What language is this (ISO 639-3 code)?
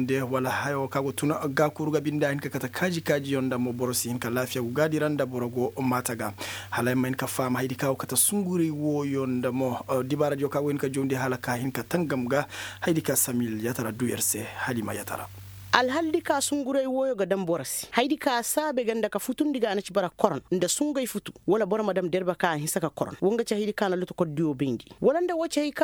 ses